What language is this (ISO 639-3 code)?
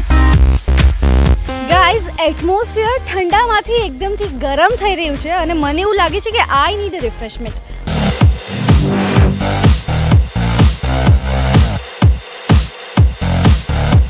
guj